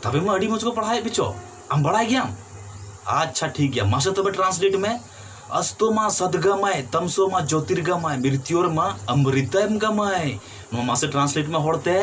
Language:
Santali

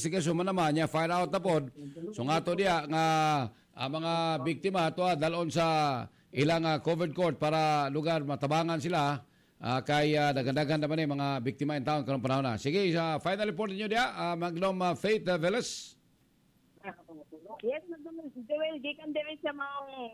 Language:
Cebuano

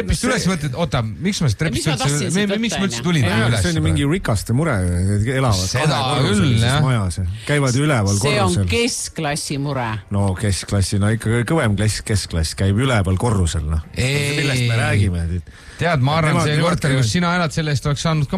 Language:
Estonian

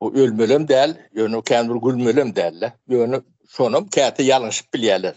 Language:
Turkmen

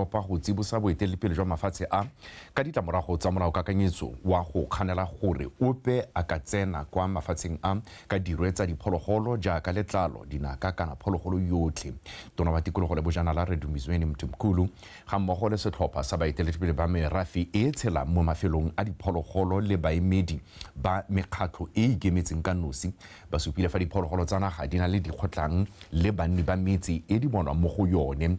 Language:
Tswana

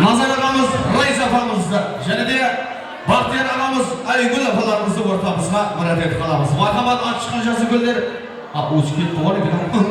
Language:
Kara-Kalpak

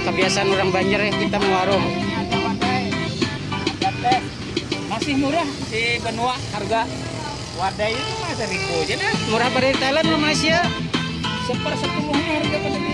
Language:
Banjar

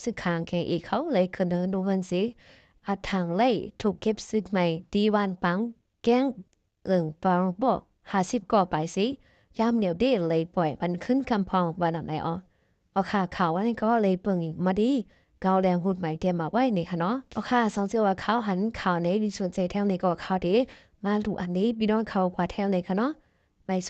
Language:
Shan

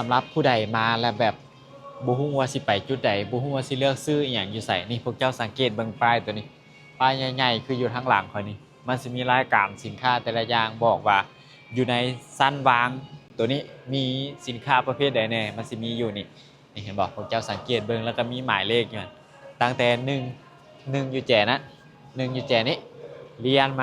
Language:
Lao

